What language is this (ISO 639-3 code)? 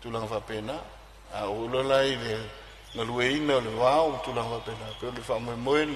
smo